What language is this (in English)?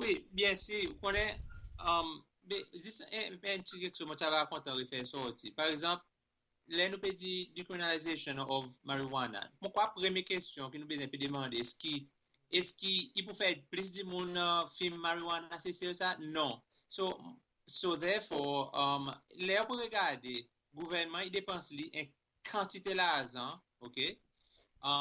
Seselwa Creole French